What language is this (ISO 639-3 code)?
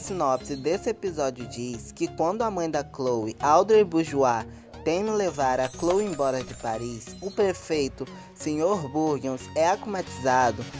por